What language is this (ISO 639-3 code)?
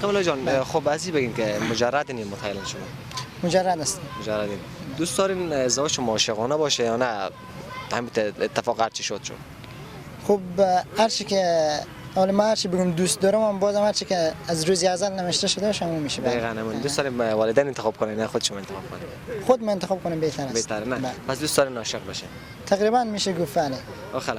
fas